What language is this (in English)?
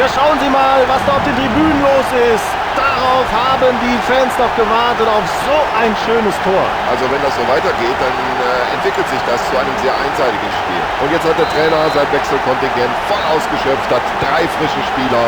Bavarian